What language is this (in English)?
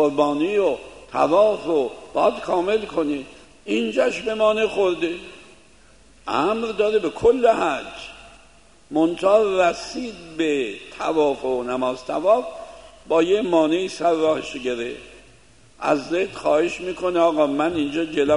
Persian